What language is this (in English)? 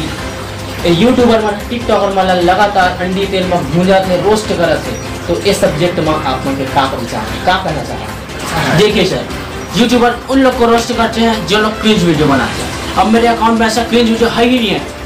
Chhattisgarhi